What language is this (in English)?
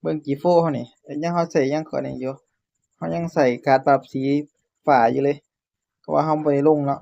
Northeastern Thai